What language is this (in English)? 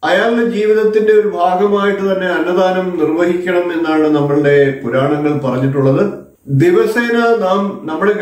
Malayalam